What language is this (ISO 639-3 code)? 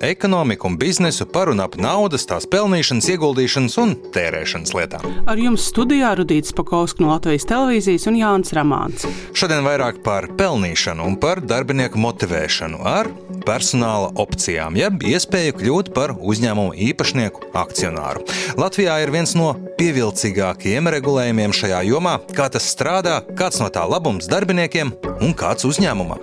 lav